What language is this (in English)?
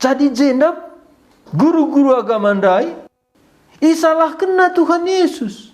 Batak Karo